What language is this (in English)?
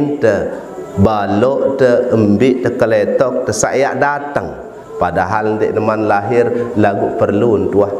Sasak